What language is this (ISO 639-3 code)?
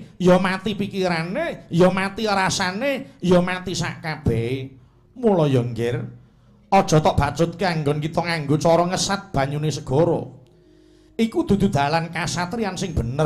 jav